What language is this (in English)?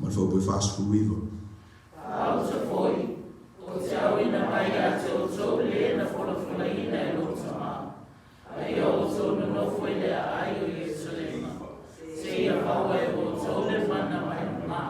Samoan